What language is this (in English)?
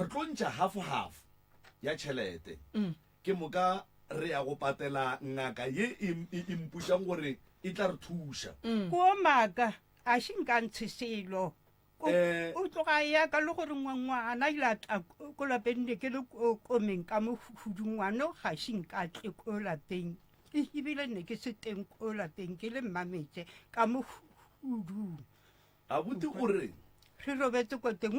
Northern Sotho